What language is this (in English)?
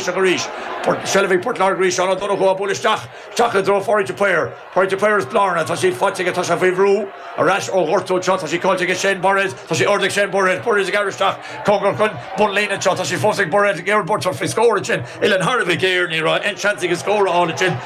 Irish